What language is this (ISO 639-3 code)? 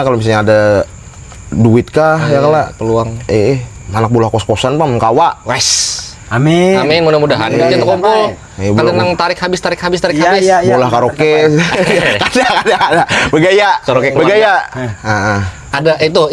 bjn